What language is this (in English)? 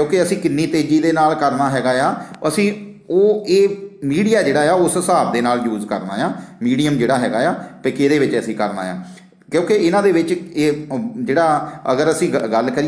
Punjabi